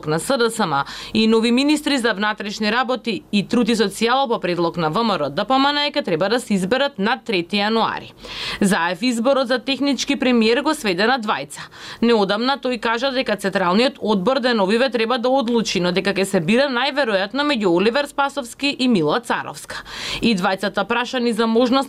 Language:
Macedonian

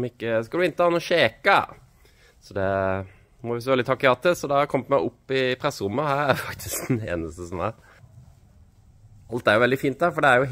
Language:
Norwegian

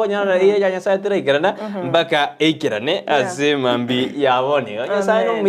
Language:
Gusii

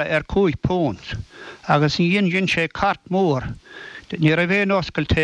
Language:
Irish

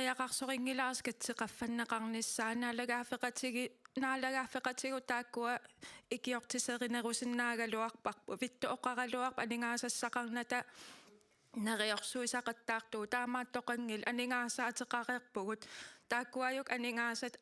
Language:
Kalaallisut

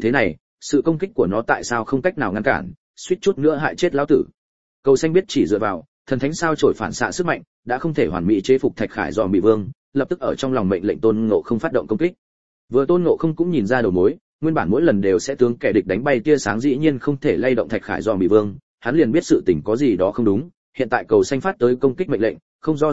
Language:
Vietnamese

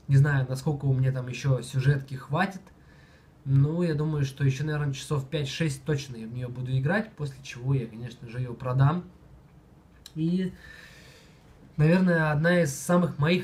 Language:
Russian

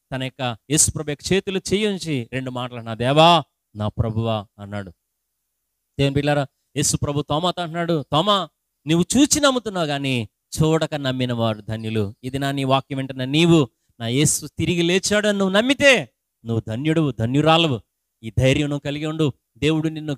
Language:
Telugu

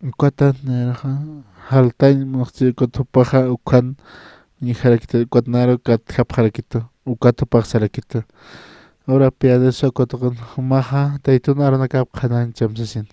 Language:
Aymara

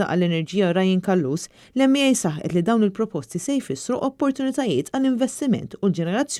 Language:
Maltese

